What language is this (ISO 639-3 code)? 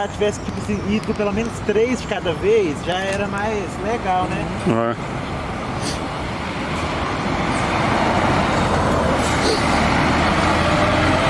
por